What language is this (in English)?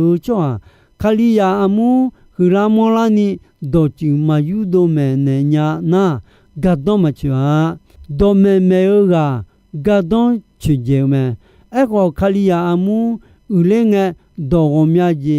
Akha